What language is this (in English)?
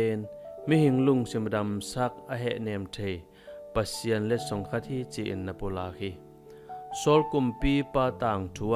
Tedim Chin